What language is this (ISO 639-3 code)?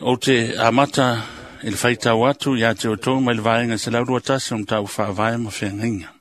smo